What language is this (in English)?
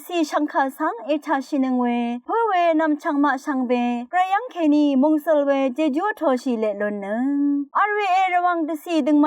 Rawang